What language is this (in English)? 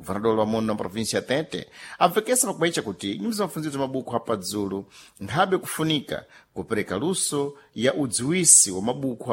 Sena